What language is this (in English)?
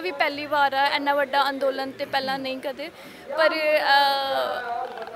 Punjabi